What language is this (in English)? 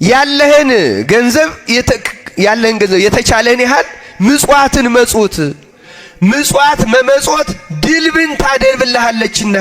Amharic